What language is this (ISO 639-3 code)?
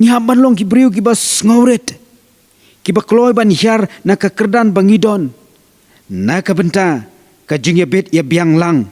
kha